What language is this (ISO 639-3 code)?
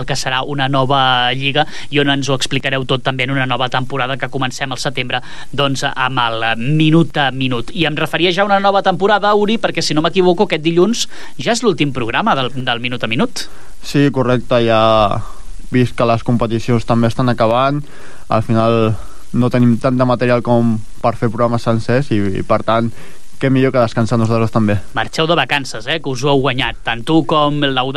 cat